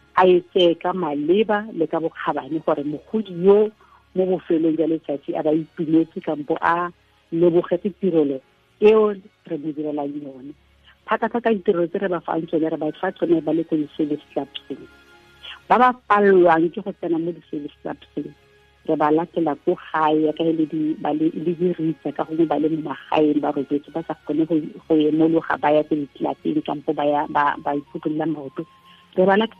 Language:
Tswana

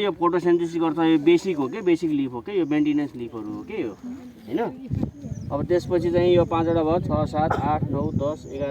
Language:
Nepali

